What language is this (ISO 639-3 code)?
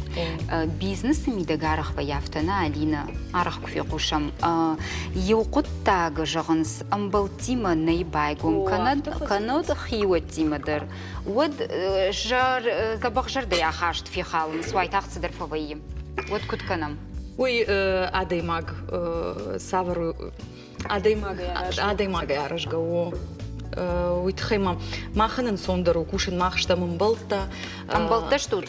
oss